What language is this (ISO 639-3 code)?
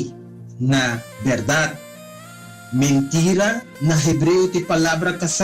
pap